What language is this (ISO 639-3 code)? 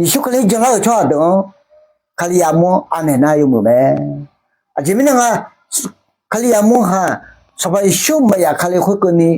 ahk